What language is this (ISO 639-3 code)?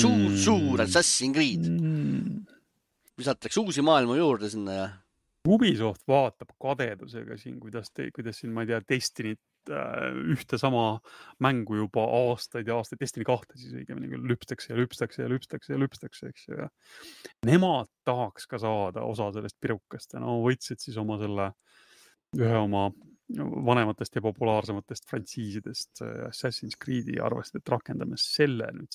est